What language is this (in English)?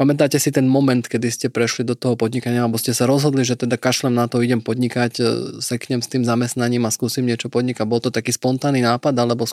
Slovak